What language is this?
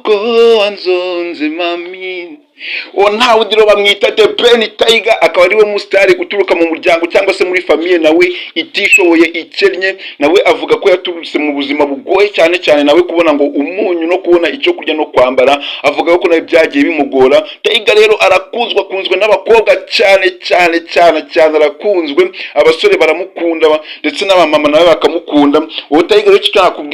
Kinyarwanda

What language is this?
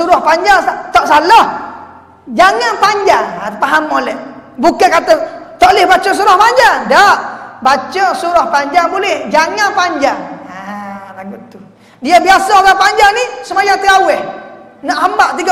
Malay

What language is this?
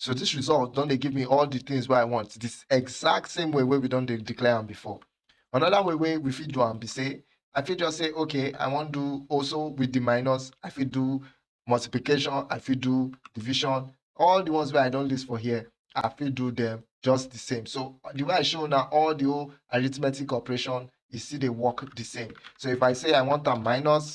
Nigerian Pidgin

